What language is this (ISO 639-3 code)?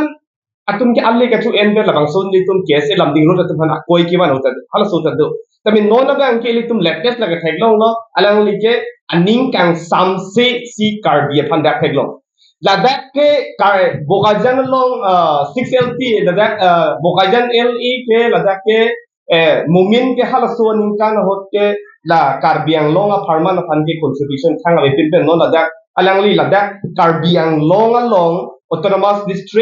mjw